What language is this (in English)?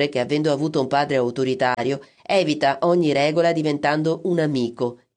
Italian